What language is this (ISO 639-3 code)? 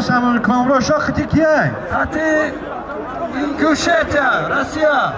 tgk